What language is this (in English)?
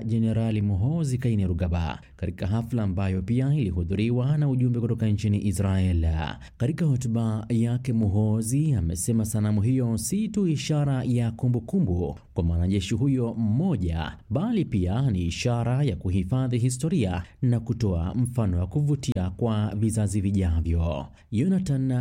Swahili